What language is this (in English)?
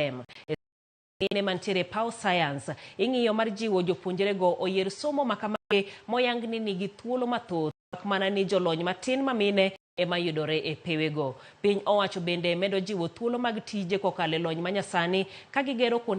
Luo (Kenya and Tanzania)